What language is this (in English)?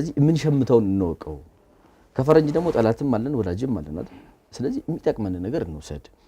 Amharic